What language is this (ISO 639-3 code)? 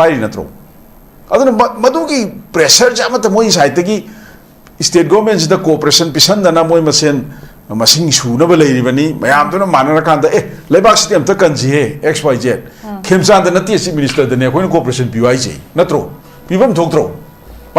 mni